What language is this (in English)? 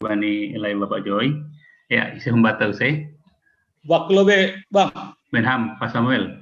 Batak Simalungun